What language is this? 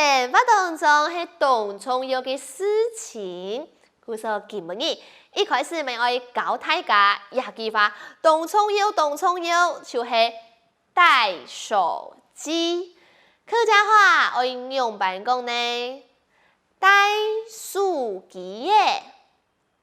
Hakka Chinese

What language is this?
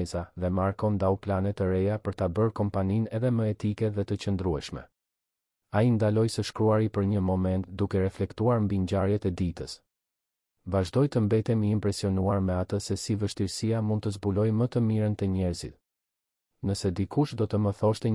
Albanian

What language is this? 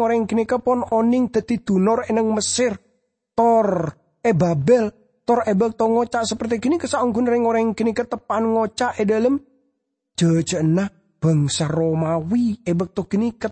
Madurese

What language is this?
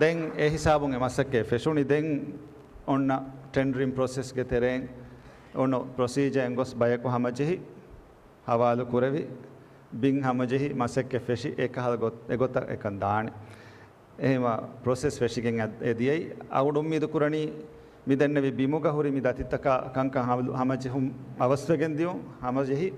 Divehi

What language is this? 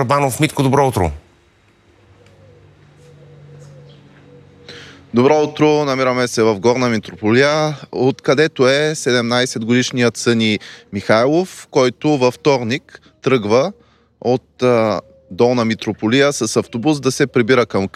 Bulgarian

